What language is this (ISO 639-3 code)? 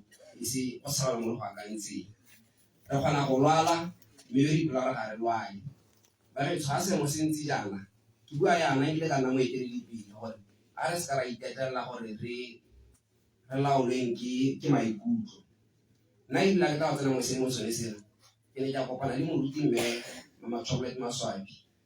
tsn